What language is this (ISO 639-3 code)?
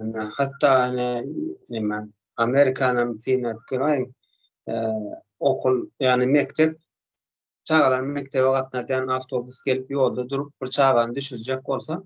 tuk